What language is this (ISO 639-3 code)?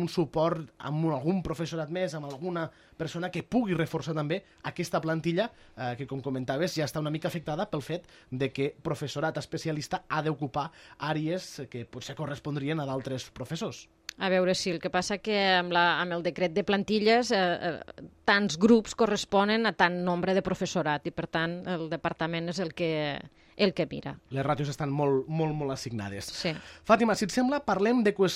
cat